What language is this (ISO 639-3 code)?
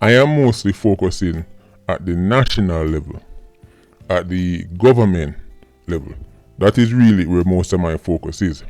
jam